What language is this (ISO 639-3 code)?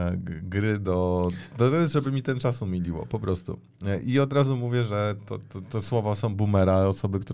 pol